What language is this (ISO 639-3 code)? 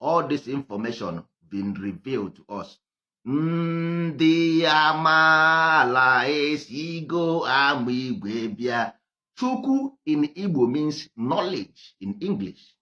ibo